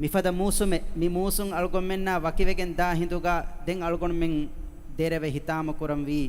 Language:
Divehi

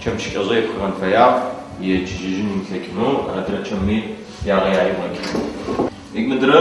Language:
Adyghe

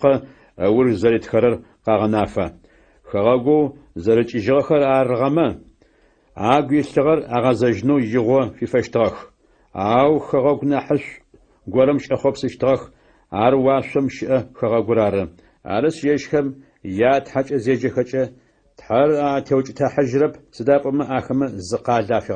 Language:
Adyghe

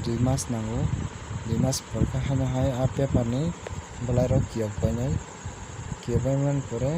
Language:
Kok Borok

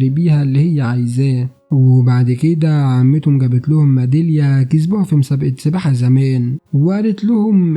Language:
Egyptian Arabic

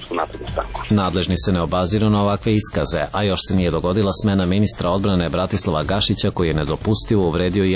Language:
Serbian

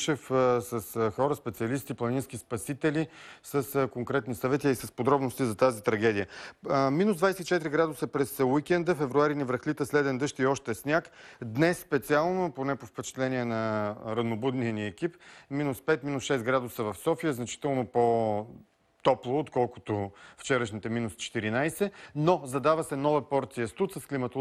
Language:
Bulgarian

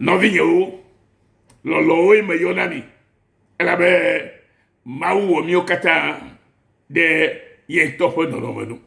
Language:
Ewe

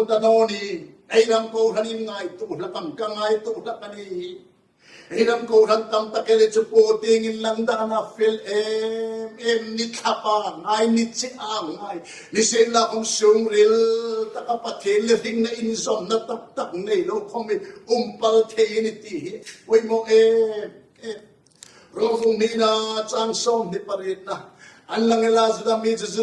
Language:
Hmar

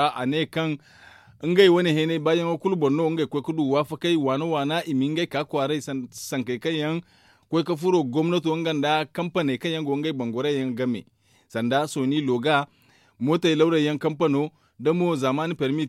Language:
Zarma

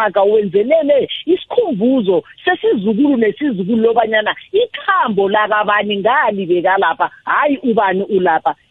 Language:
South Ndebele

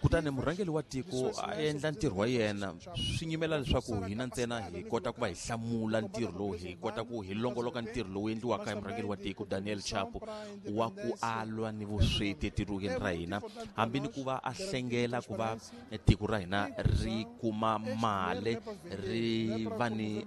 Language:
Tsonga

